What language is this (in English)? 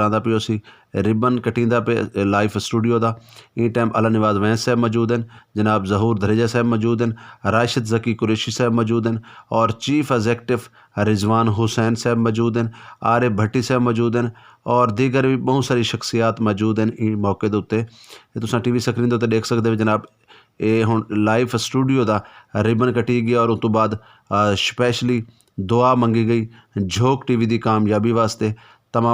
Saraiki